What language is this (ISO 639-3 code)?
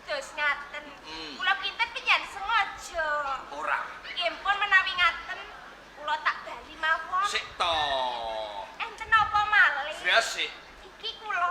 jav